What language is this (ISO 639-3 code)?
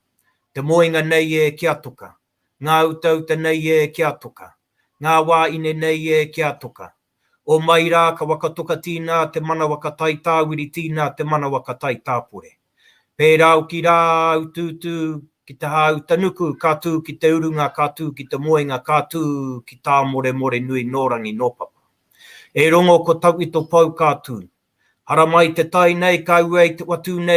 mri